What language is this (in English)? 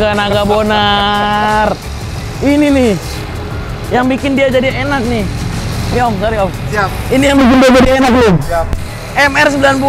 Indonesian